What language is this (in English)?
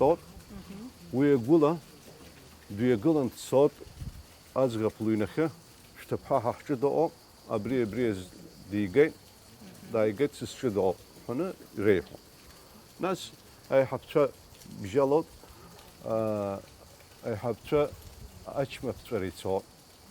Abkhazian